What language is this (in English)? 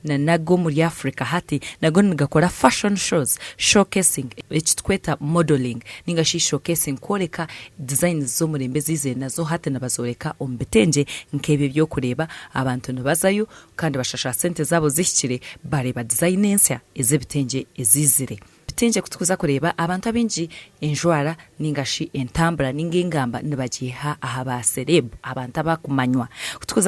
Nyankole